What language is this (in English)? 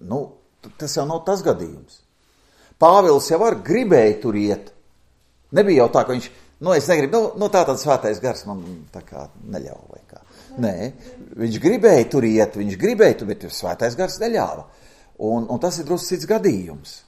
Latvian